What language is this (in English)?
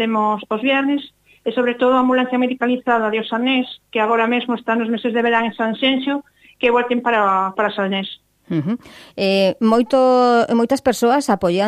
Galician